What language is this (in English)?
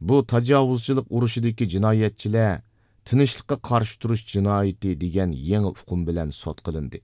Uyghur